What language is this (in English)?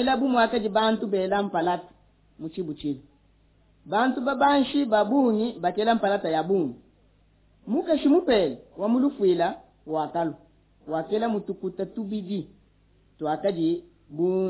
Luba-Lulua